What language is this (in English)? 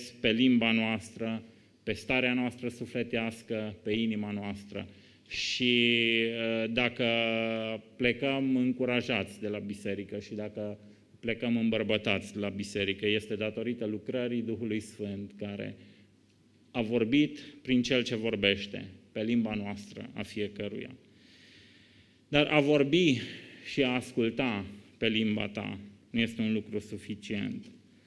Romanian